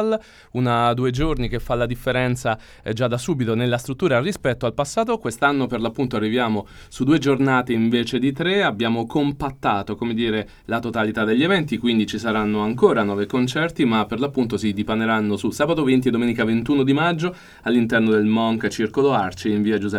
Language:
Italian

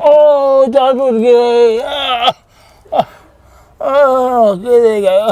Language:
Haryanvi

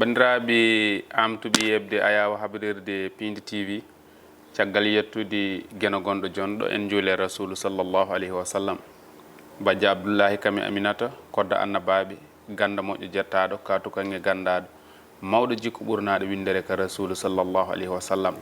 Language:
Fula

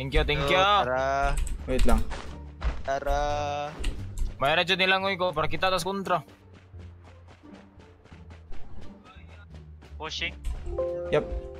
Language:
Filipino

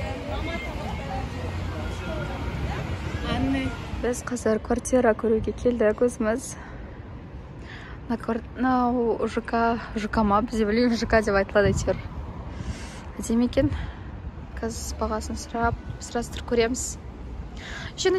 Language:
Kazakh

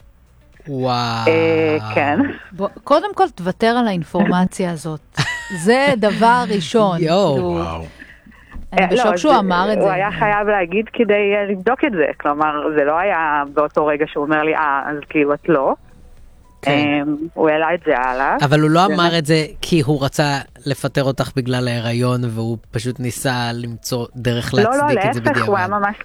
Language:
Hebrew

